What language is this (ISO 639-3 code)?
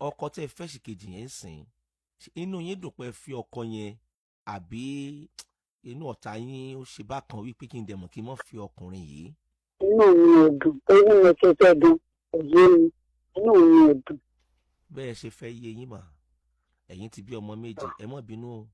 yor